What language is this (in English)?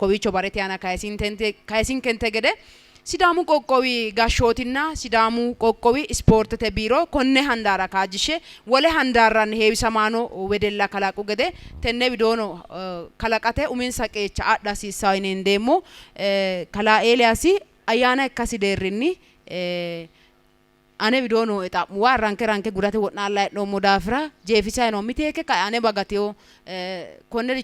Sidamo